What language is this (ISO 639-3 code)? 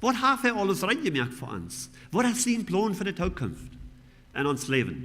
pdt